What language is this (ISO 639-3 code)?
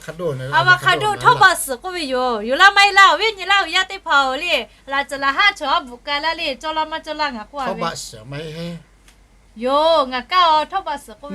lhu